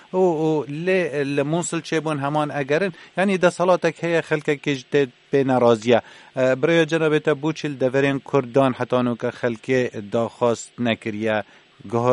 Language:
Kurdish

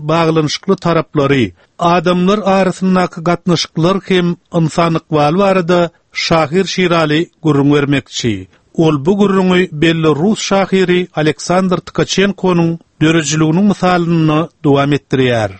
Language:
Turkmen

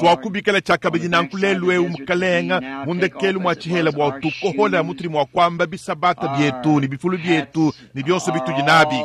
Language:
Luba-Lulua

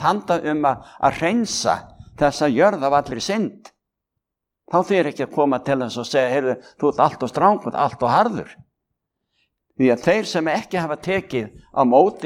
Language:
Icelandic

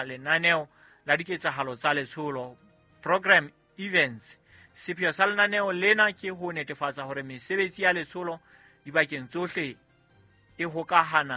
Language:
Southern Sotho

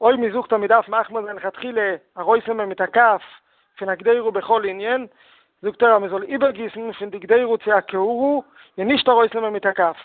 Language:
Yiddish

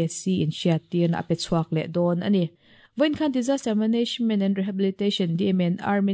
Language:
Mizo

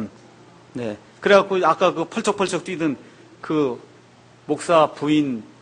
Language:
Korean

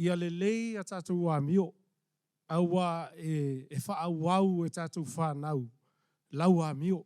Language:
Samoan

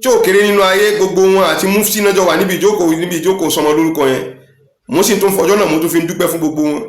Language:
Yoruba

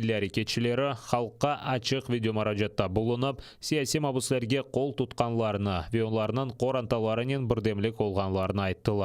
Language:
Crimean Tatar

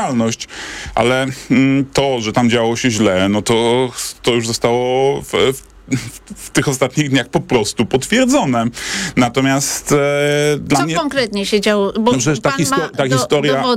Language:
Polish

